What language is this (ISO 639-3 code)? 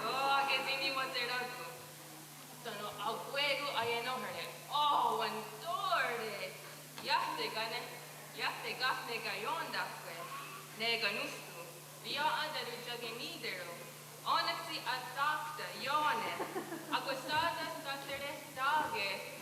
moh